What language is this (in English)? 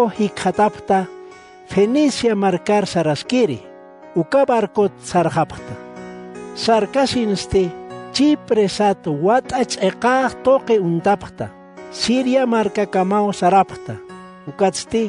Aymara